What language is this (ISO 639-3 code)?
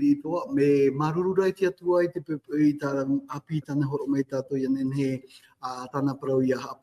tah